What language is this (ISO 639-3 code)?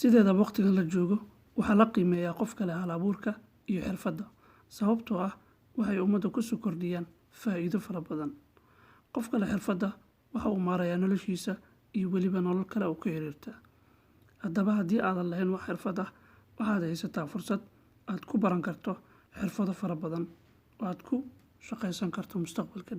som